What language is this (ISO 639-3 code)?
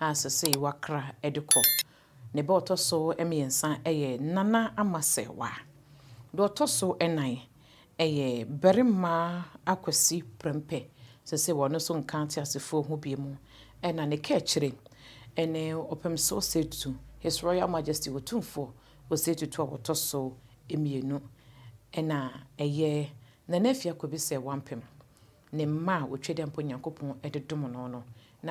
aka